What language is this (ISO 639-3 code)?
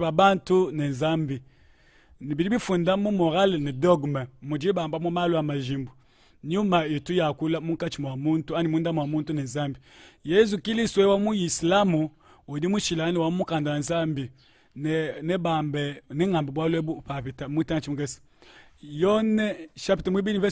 lua